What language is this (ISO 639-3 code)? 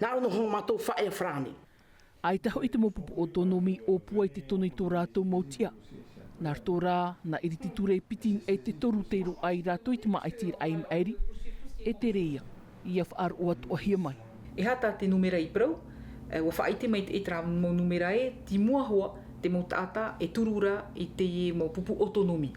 tah